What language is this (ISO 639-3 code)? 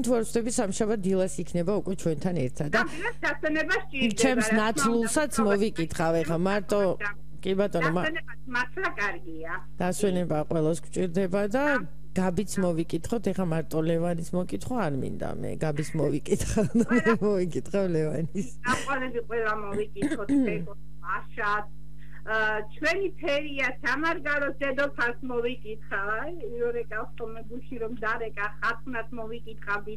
kat